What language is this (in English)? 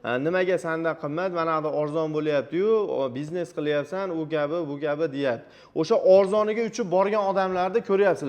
Uzbek